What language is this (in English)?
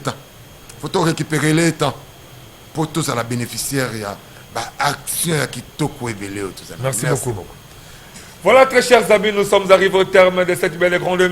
Lingala